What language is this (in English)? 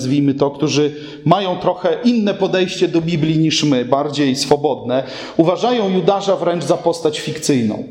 Polish